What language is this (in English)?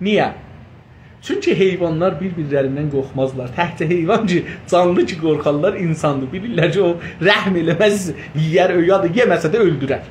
South Azerbaijani